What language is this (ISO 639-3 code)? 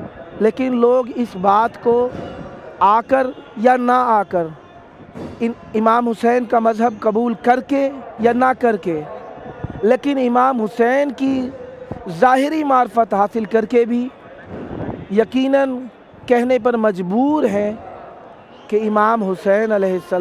urd